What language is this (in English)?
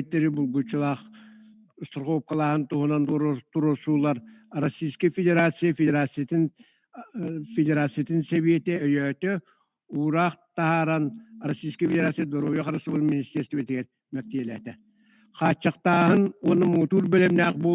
Yakut